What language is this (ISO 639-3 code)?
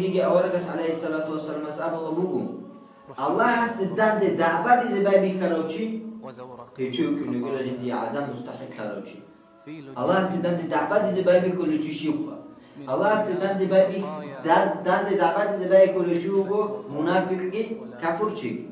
ava